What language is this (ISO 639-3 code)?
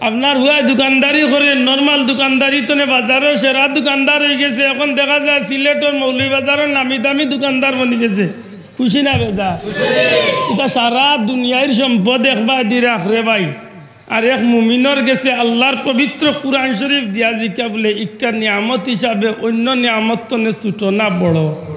syl